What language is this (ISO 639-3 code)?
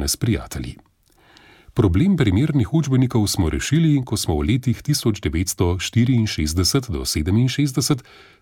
slv